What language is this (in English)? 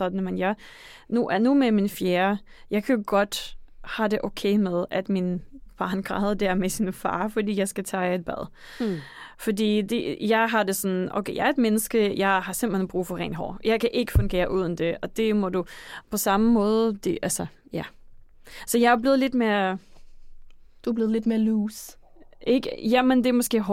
Danish